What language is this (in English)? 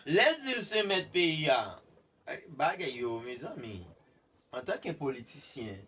Haitian Creole